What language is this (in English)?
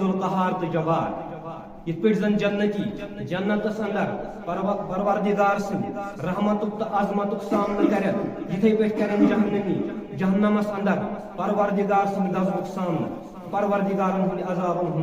Kashmiri